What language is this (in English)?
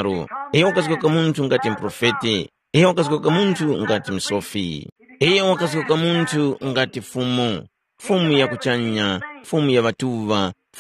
Tumbuka